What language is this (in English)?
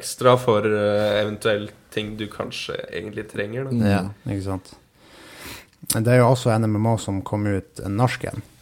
Norwegian